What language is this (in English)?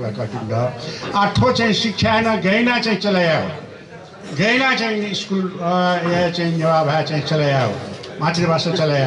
Newari